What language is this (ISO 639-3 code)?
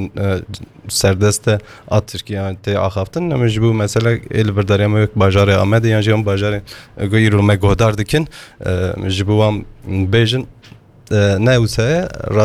kur